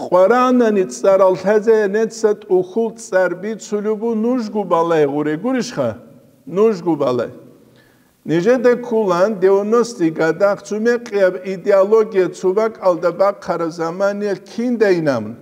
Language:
Avaric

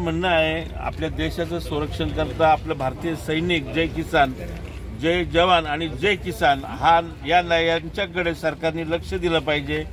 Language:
Marathi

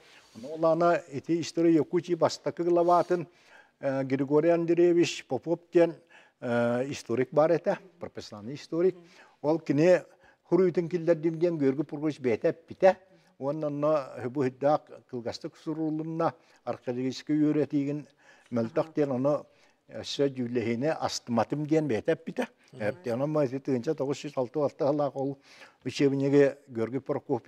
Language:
Yakut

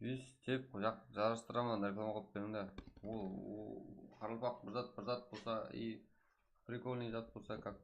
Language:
Kara-Kalpak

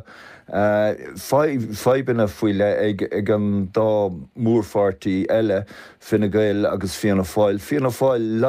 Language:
Irish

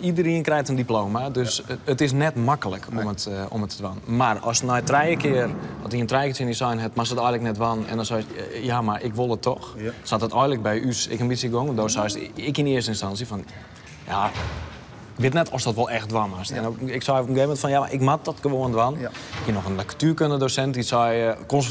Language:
Western Frisian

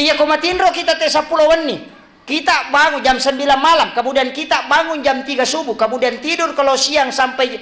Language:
Buginese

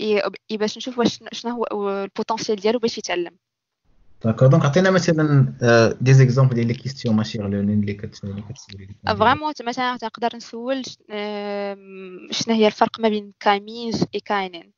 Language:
Moroccan Arabic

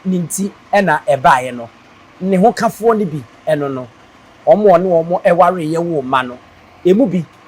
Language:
Akan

